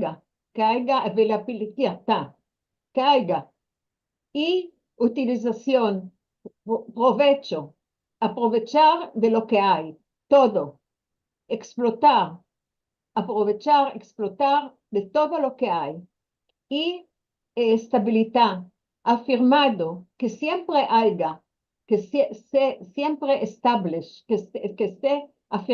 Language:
Ladino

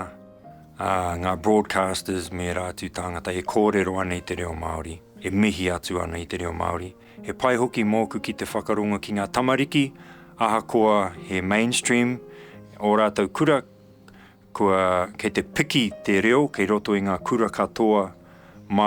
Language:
Māori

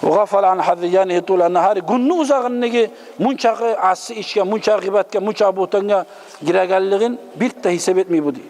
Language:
Kumyk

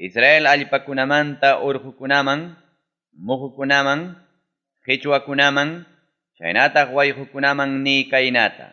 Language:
Ayacucho Quechua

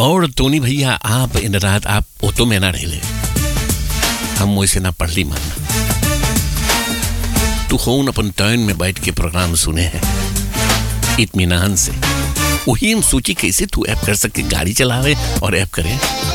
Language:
Bhojpuri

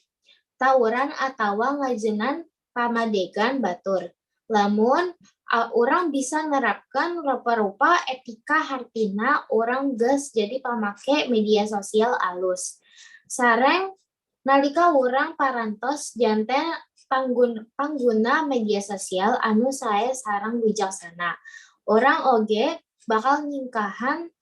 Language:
Sundanese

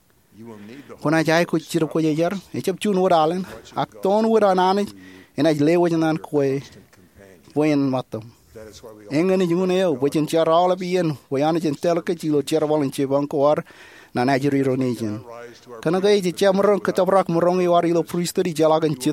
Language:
Marshallese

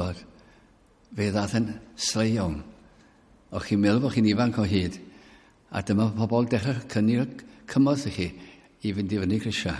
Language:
Welsh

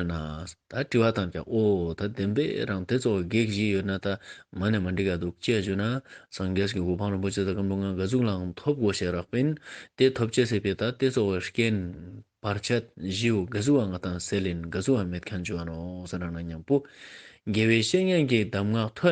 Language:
Ladakhi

